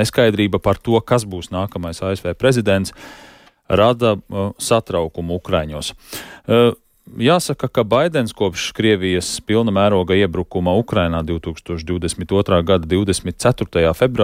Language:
Latvian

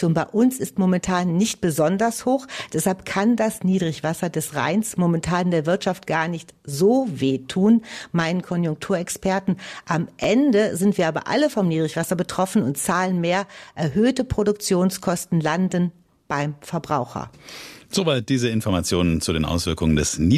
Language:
German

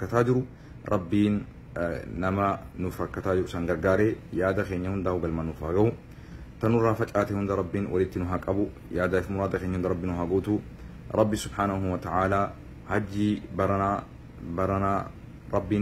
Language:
Oromo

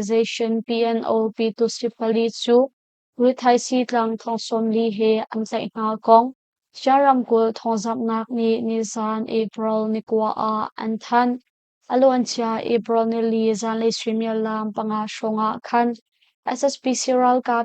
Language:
Hakha Chin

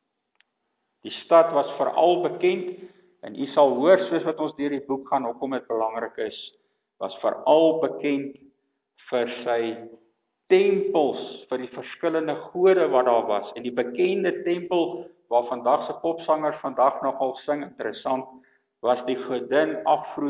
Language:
Afrikaans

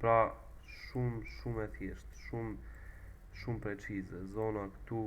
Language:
Albanian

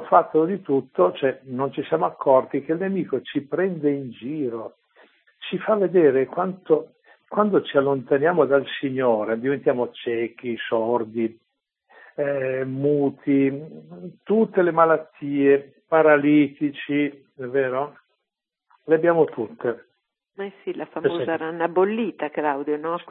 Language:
Italian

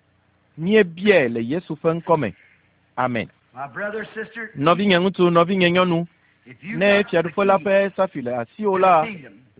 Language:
Ewe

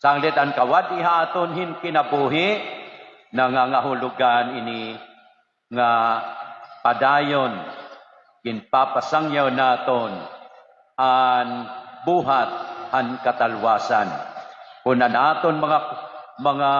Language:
Waray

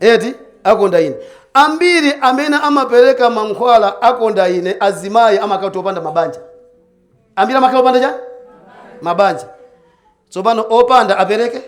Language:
Nyanja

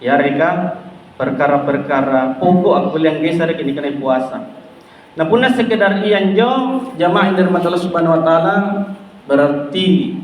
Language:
Makasar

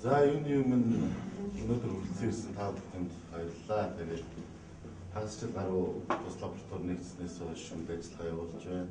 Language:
Mongolian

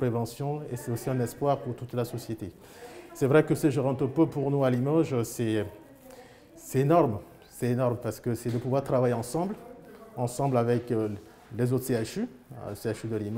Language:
French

